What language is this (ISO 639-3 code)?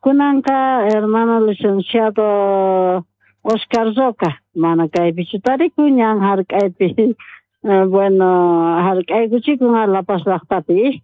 que